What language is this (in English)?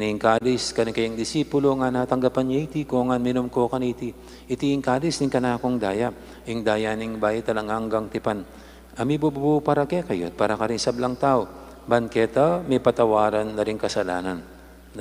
Pampanga